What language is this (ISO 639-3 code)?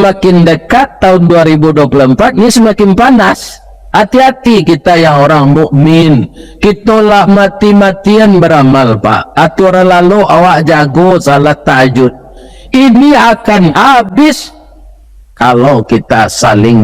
min